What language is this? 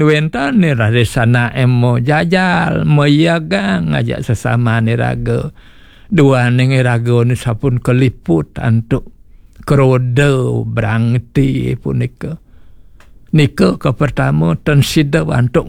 Balinese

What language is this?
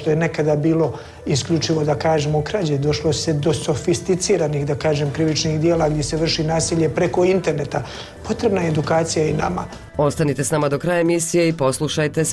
Bosnian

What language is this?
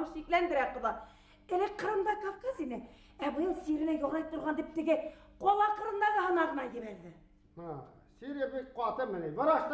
Bashkir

